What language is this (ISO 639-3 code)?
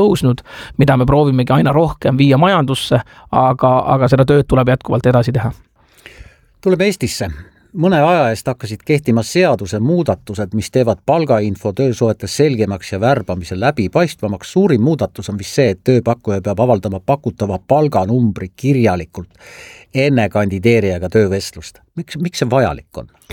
est